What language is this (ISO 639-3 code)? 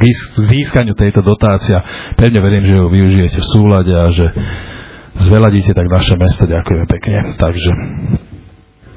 slk